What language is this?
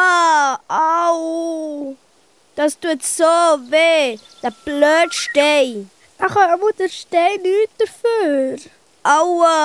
Swiss German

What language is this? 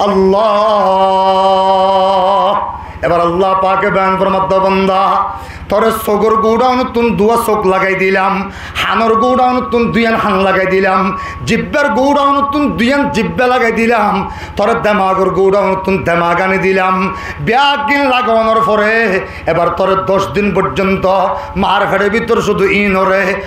Rohingya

